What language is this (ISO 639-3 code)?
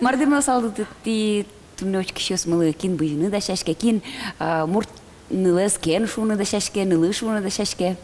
udm